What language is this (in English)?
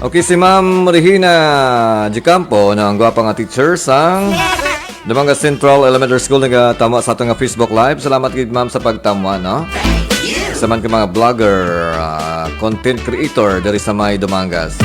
Hiligaynon